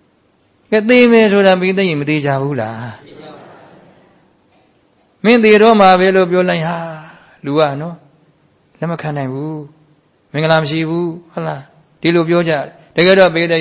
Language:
Burmese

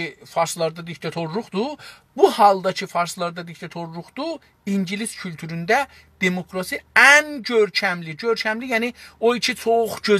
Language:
South Azerbaijani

